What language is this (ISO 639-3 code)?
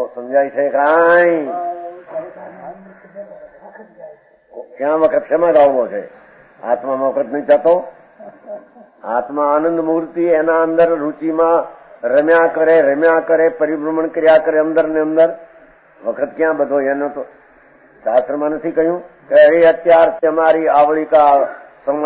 guj